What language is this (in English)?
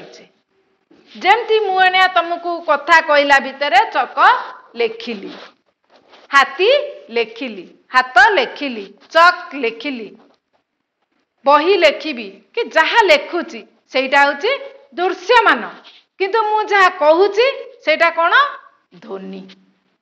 Odia